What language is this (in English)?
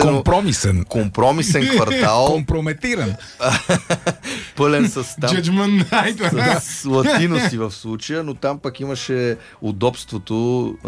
Bulgarian